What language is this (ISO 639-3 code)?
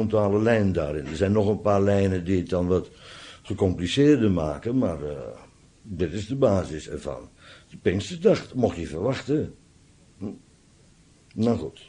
nld